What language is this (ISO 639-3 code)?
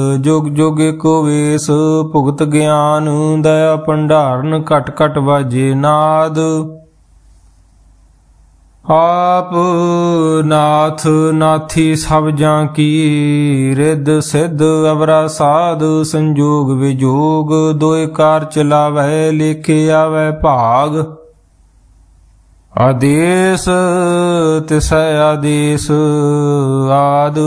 pan